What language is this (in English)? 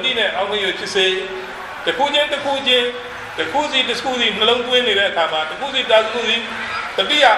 Burmese